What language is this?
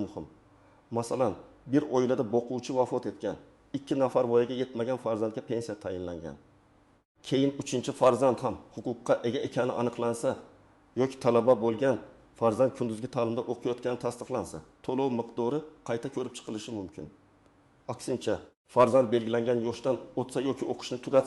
Uzbek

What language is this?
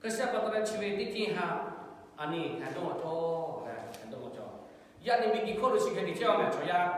Lahu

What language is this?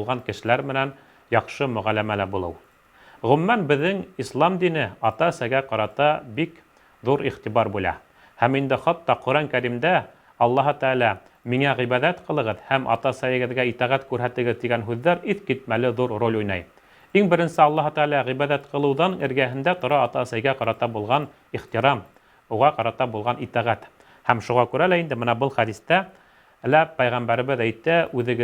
Bashkir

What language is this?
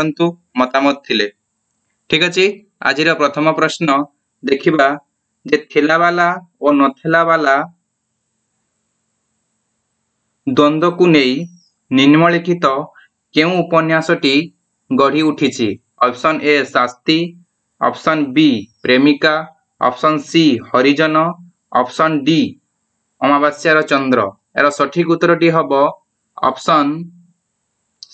Odia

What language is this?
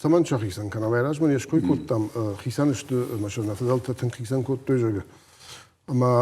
Ossetic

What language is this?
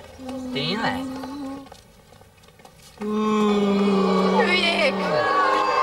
Hungarian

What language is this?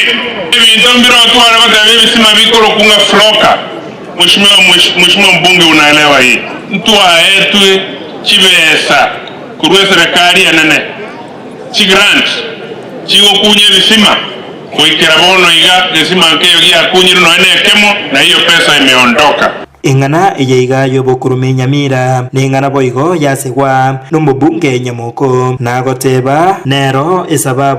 Gusii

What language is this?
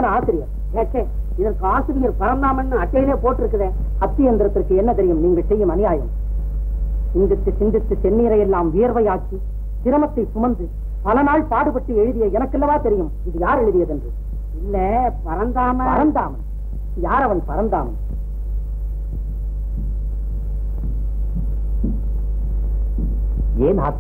Tamil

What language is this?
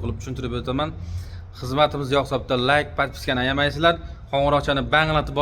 Uzbek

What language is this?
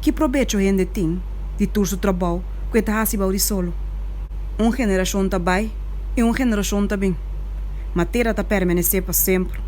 Papiamento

